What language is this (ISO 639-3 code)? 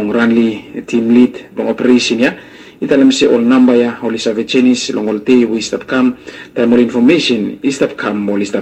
bis